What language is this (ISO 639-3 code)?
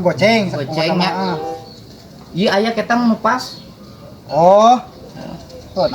sun